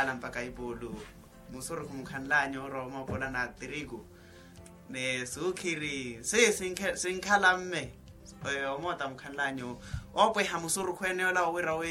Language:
Makhuwa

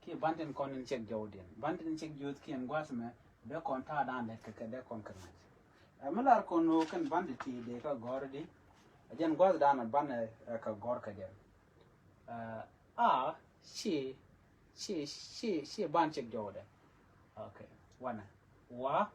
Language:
Nuer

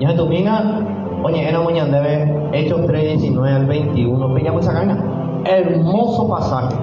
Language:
Guarani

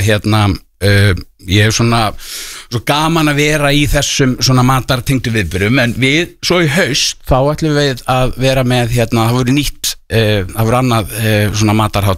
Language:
Icelandic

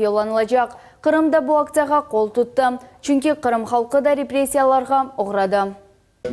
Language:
Crimean Tatar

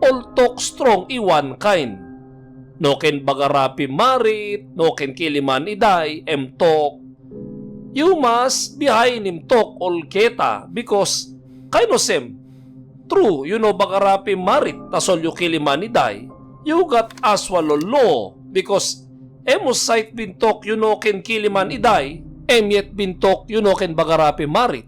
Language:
Tok Pisin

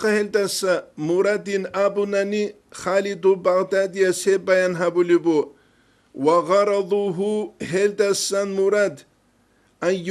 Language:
Avaric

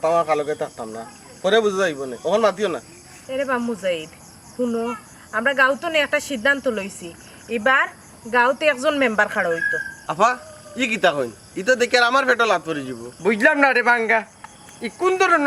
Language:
Sylheti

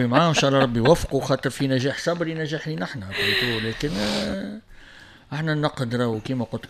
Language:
Tunisian Arabic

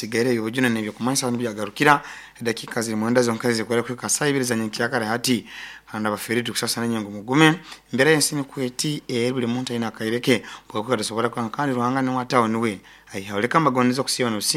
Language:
Nyoro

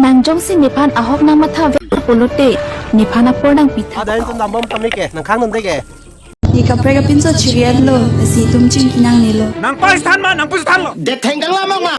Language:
Karbi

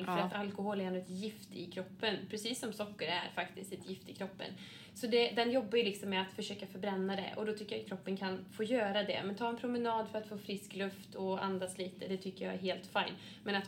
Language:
Swedish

